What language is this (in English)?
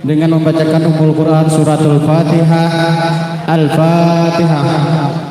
Banjar